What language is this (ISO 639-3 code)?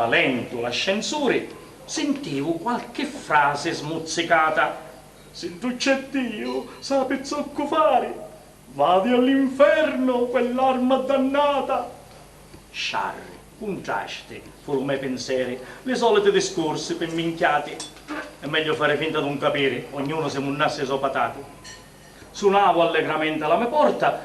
scn